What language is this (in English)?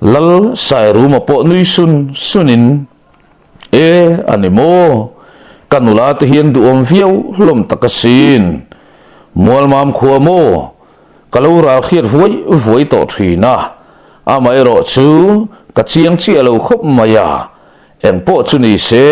Mizo